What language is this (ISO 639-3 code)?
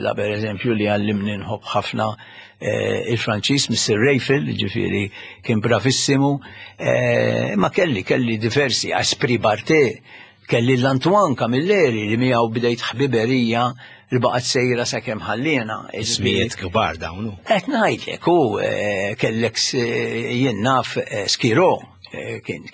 mlt